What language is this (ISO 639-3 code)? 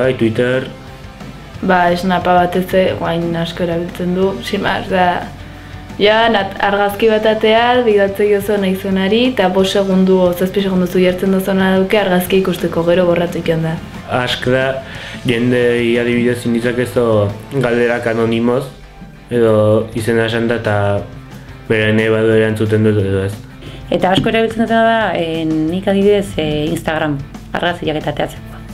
eus